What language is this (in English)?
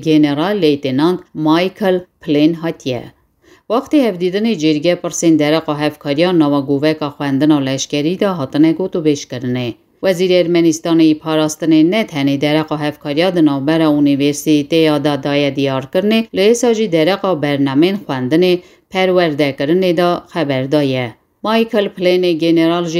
Kurdish